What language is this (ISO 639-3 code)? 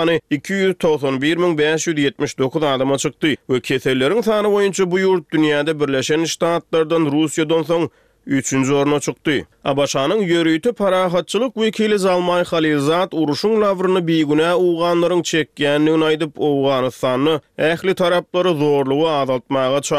tuk